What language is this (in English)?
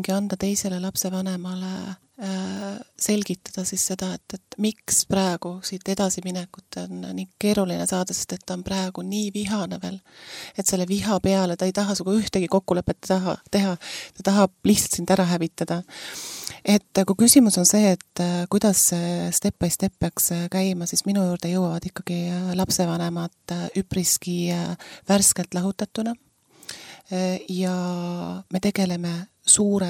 Estonian